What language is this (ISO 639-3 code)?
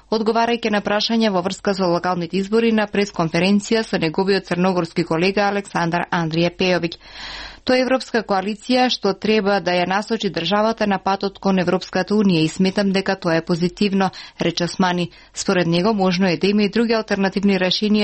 mkd